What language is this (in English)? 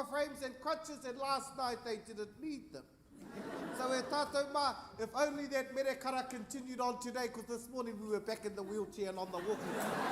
Māori